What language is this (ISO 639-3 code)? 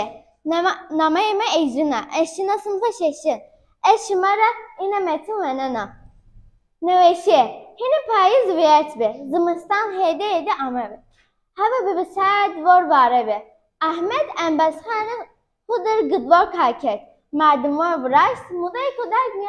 zza